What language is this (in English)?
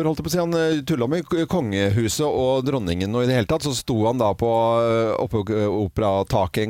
Norwegian